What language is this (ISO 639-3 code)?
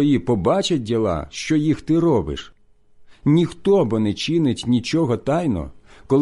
ukr